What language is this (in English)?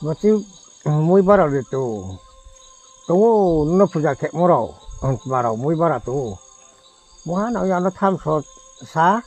Riang (India)